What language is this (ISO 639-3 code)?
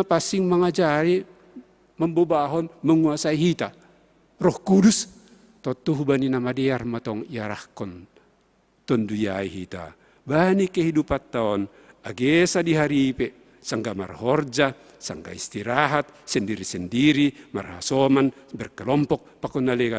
bts